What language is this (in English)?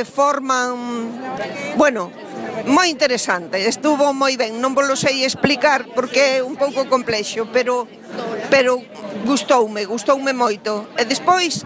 Galician